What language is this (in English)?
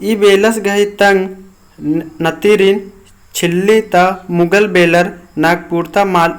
Kurukh